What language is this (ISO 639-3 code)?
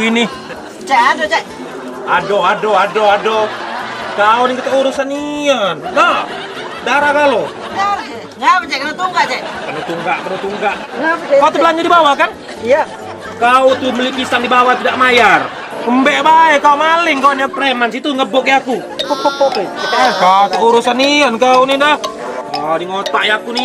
mui